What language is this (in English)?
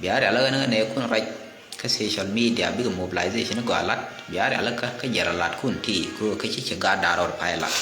Nuer